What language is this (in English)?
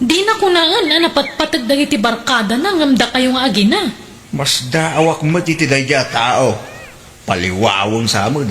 Iloko